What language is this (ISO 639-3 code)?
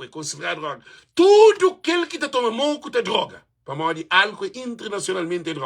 kea